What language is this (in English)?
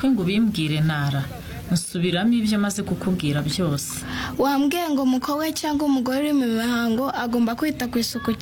Kinyarwanda